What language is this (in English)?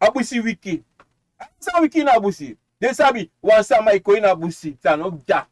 Sranan Tongo